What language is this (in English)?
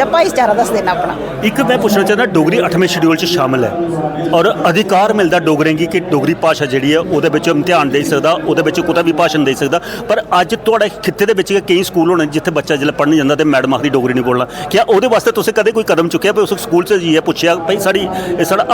Dogri